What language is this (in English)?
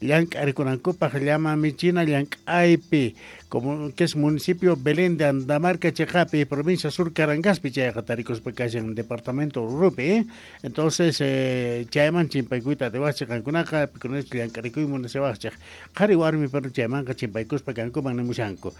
Quechua